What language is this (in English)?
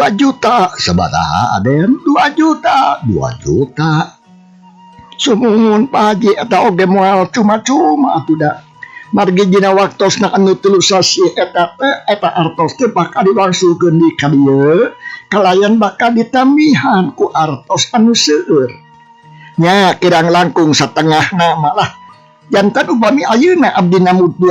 Sundanese